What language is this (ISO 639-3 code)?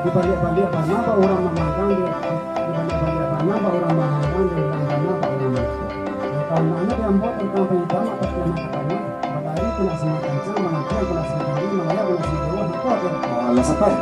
min